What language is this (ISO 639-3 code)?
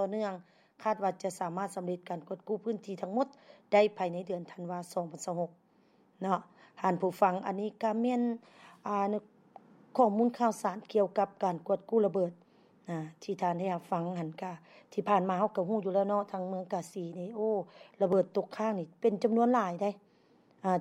lao